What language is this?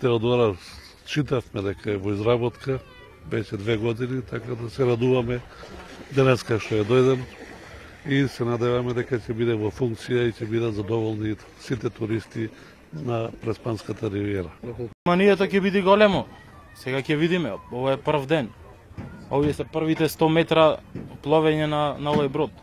Macedonian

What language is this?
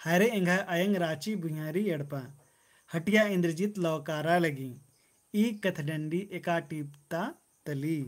Kurukh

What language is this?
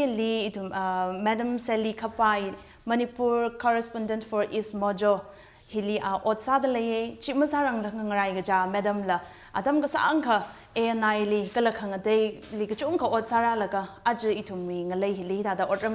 Tangkhul Naga (India)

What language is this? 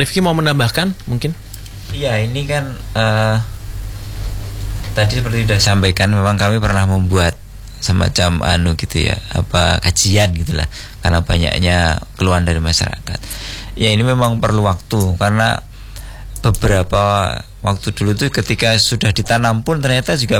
Indonesian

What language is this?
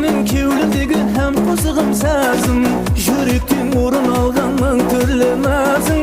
Kara-Kalpak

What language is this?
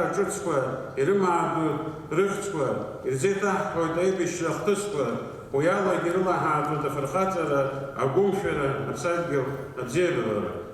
Abkhazian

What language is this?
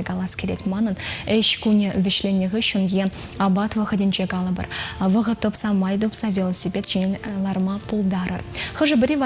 Chuvash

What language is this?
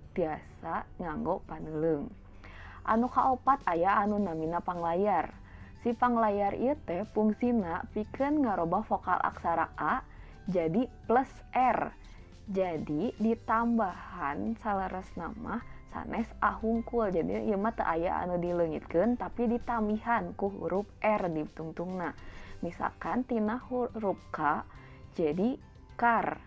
Sundanese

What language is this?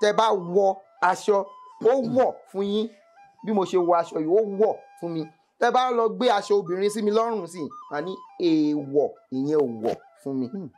Yoruba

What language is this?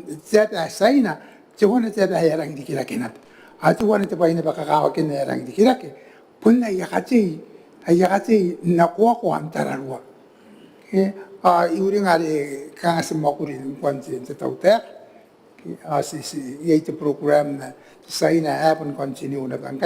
Gilbertese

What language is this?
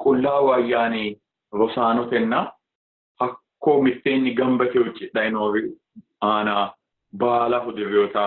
Sidamo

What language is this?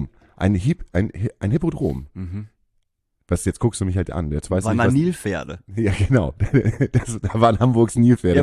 German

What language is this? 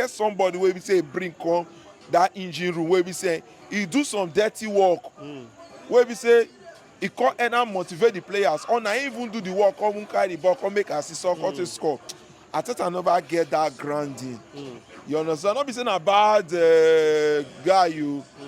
Nigerian Pidgin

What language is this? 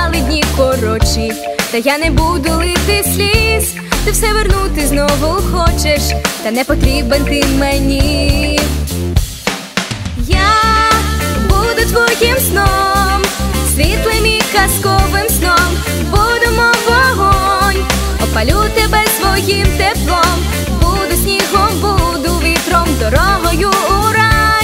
Ukrainian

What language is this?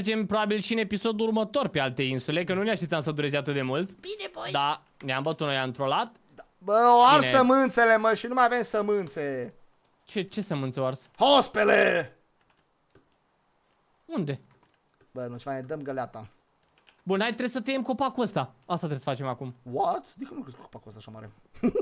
Romanian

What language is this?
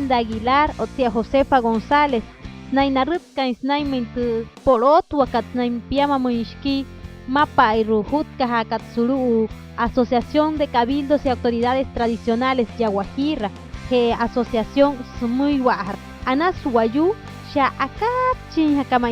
Wayuu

